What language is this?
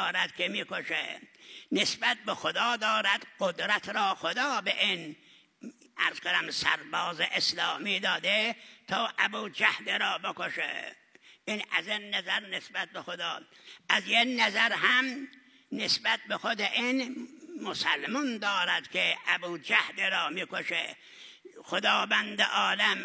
Persian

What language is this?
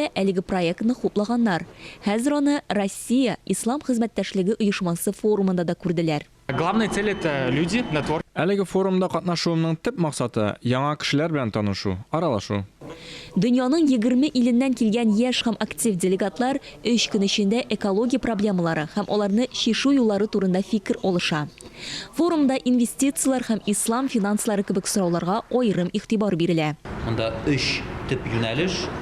Tatar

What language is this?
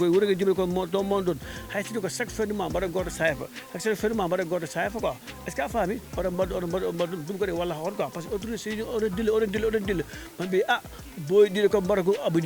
Fula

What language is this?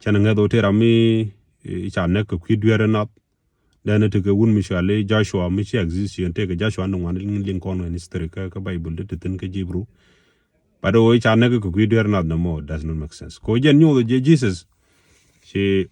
Nuer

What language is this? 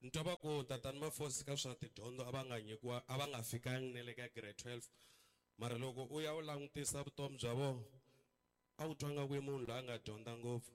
Tsonga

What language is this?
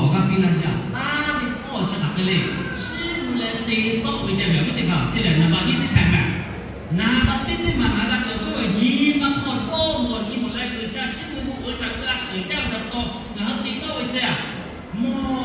Lahu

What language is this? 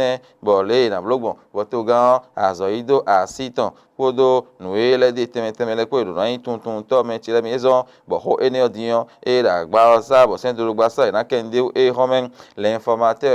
Fon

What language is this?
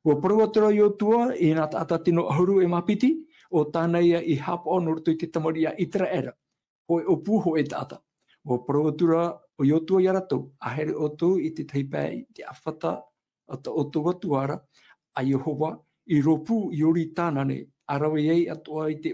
Tahitian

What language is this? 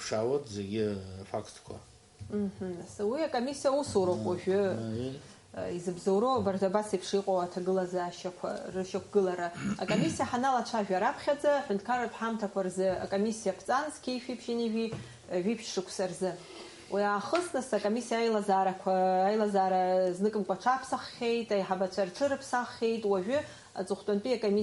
Abkhazian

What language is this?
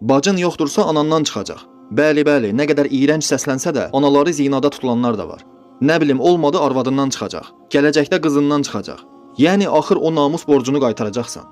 Azerbaijani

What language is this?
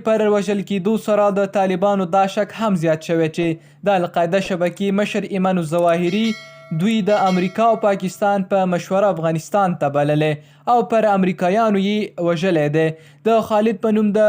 Pashto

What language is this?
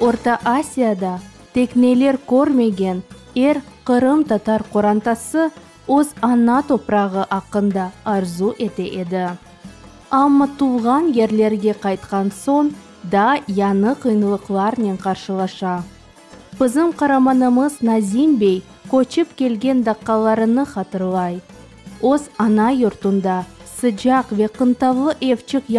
Crimean Tatar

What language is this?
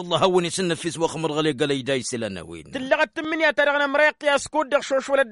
Tamasheq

